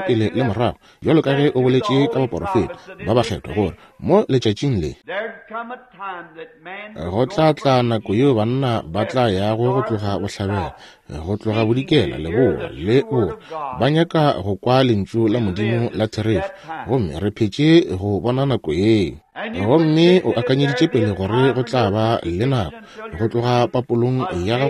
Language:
Northern Sotho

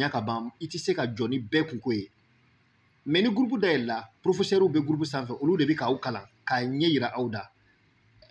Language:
Bambara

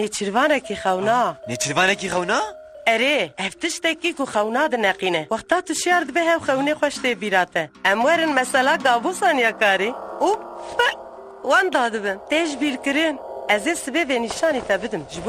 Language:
Kurdish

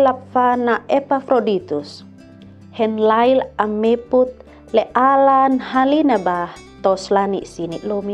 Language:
Kupang Malay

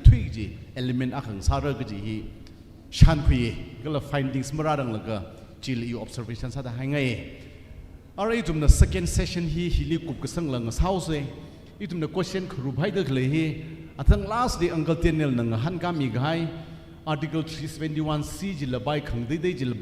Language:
Tangkhul Naga (India)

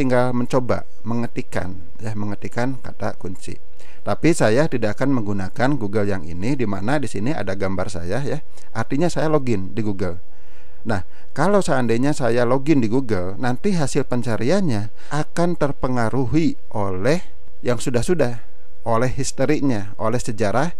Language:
Indonesian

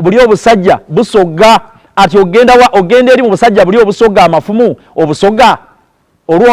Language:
Soga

